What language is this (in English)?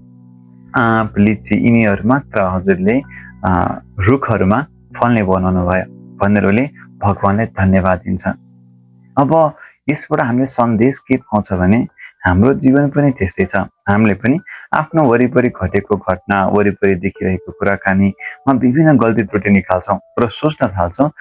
Nepali